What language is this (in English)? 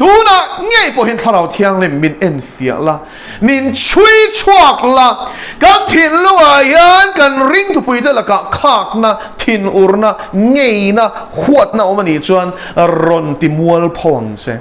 Mizo